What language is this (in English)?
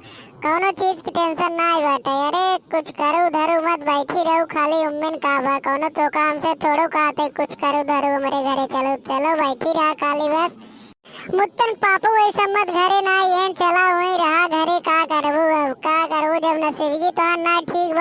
Awadhi